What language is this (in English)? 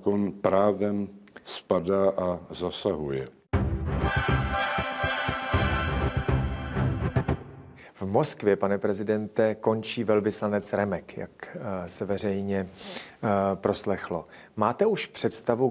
Czech